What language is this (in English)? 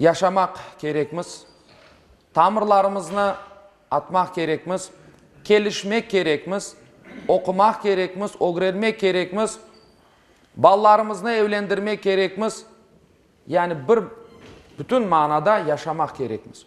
Crimean Tatar